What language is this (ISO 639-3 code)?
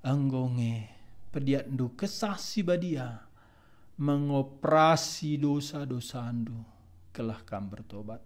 btx